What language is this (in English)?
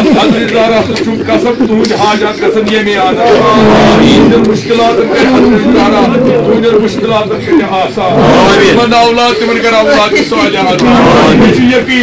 Kashmiri